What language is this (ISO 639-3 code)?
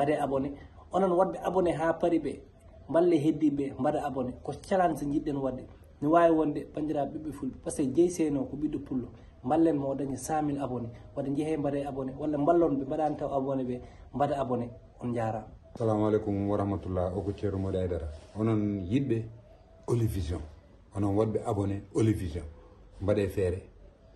ful